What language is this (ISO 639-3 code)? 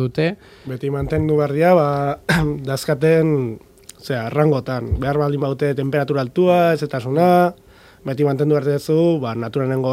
eus